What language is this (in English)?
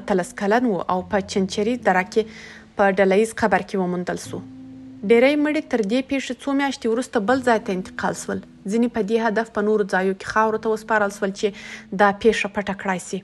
Pashto